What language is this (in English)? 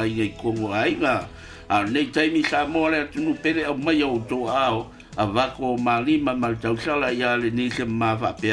Samoan